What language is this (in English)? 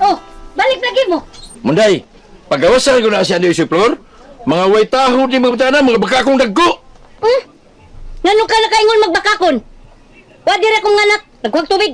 Cebuano